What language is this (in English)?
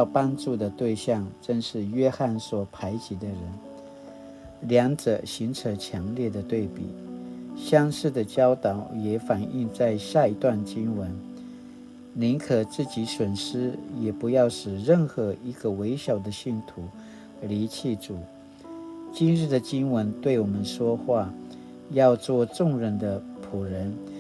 Paiwan